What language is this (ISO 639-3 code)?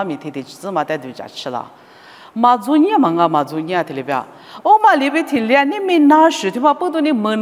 lis